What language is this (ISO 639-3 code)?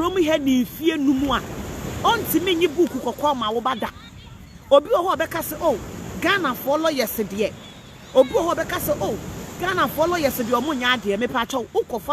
aka